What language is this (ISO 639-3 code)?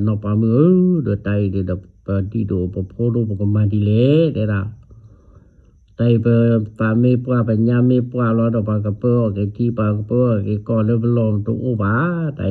ksw